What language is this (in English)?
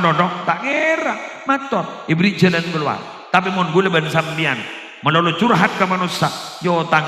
Madurese